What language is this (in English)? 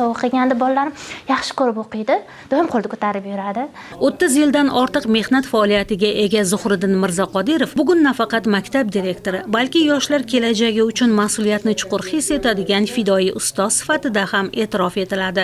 Uzbek